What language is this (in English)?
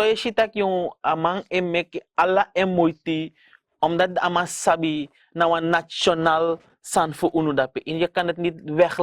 Sranan Tongo